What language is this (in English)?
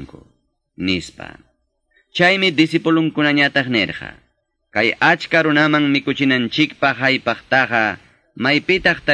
Quechua